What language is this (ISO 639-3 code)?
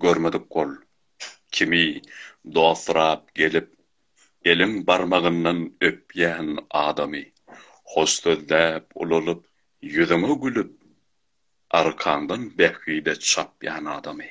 tuk